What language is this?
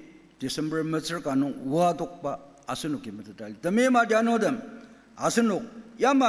Ao Naga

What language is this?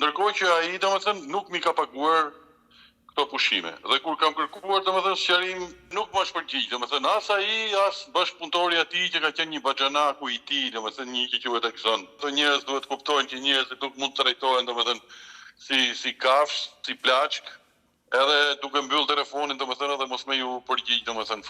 Albanian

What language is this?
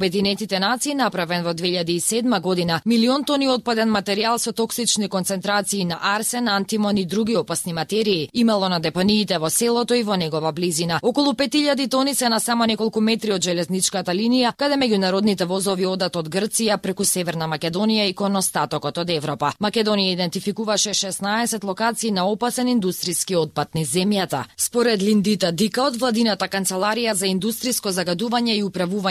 Macedonian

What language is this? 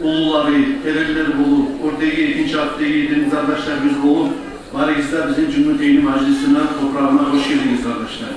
Kumyk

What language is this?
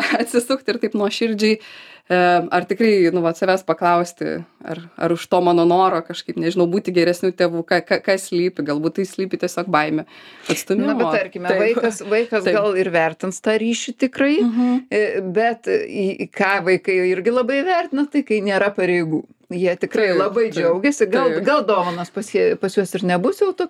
Lithuanian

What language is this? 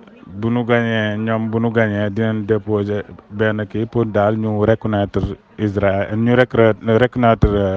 Wolof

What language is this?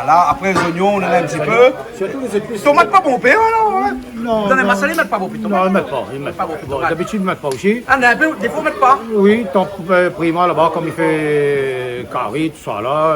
Réunion Creole French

